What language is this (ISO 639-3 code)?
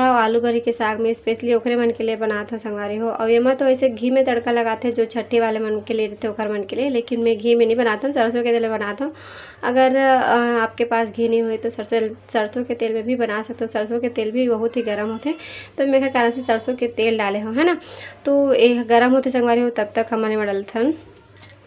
hne